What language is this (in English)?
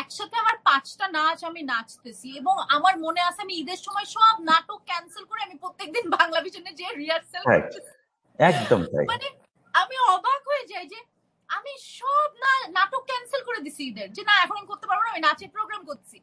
Bangla